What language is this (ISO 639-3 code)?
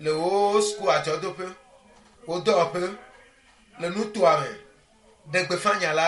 ewe